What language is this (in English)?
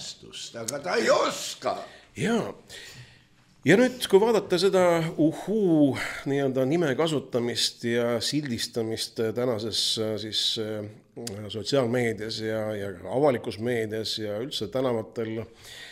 Estonian